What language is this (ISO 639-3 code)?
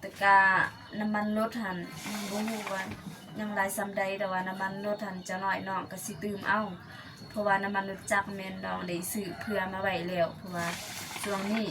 lao